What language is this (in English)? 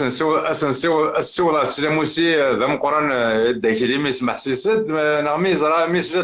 Kabyle